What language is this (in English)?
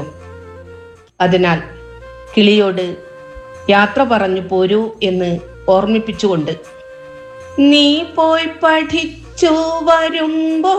Malayalam